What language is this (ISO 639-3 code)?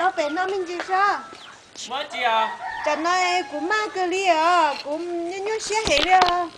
hmn